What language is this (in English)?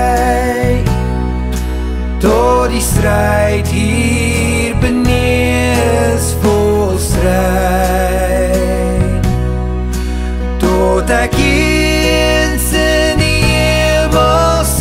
Afrikaans